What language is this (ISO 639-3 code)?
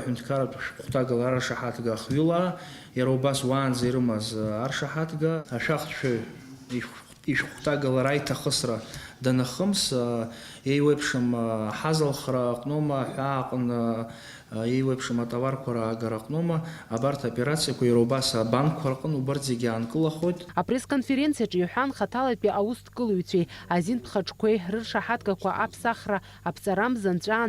abk